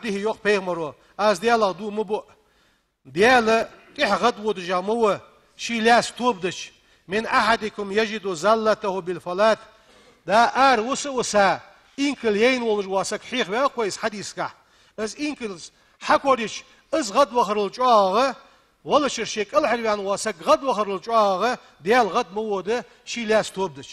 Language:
Ingush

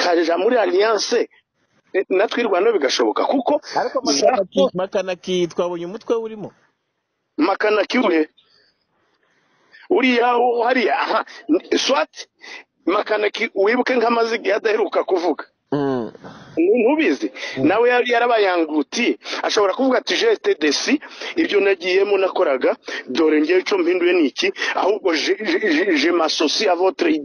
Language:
Kinyarwanda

